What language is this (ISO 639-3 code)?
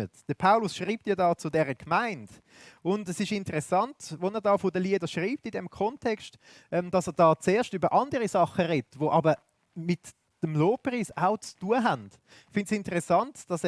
gsw